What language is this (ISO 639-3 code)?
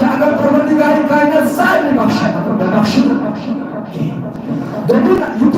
kas